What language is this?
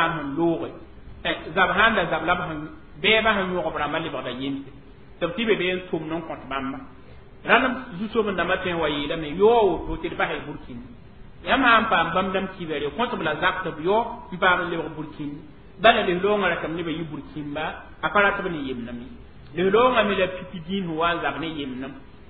Mossi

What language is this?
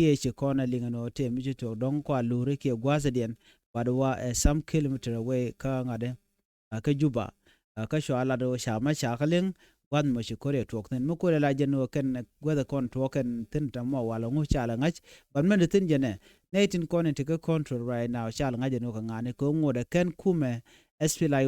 Nuer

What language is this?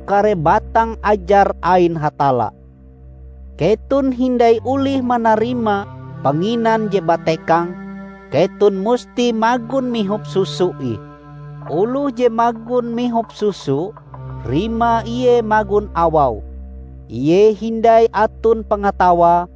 Ngaju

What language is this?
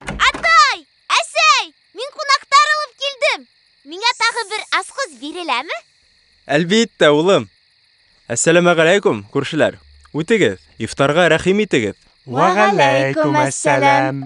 Bashkir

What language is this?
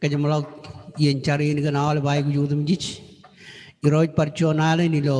Marshallese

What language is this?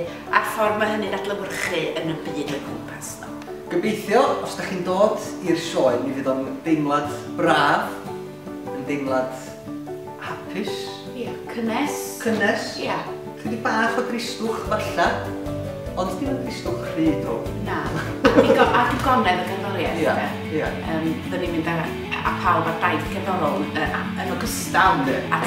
Welsh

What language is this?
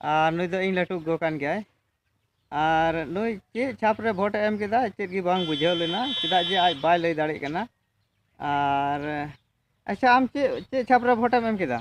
Santali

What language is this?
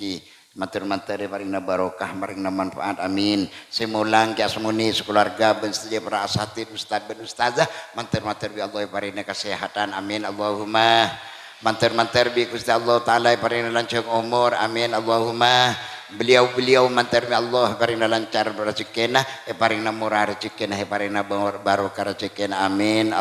Madurese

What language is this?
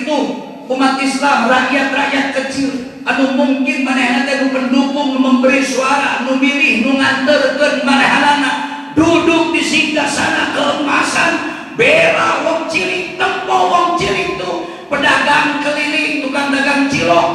Sundanese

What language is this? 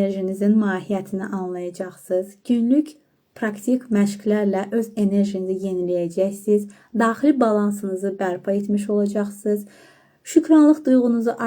Azerbaijani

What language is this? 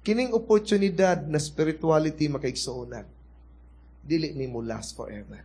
Cebuano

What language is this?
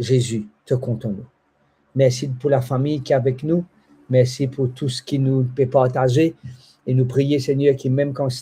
Morisyen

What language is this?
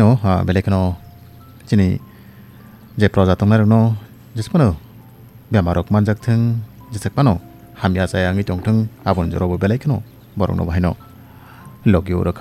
Kok Borok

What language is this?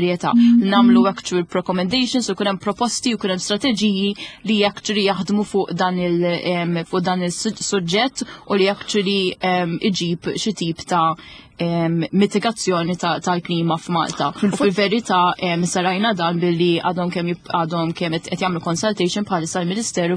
Maltese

